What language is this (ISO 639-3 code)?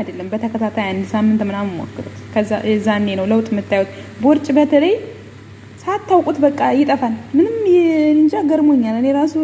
amh